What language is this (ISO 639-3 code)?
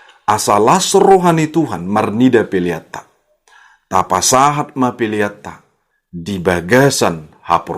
bbc